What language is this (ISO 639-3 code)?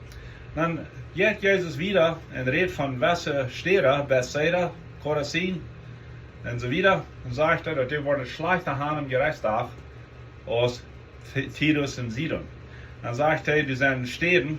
pdt